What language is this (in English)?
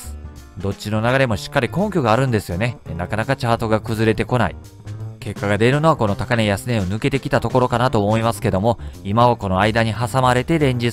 Japanese